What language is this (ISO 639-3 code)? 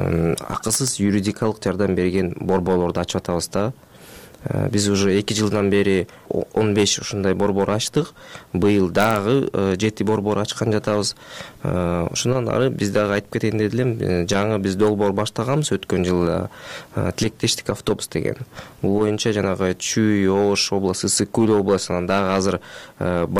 kir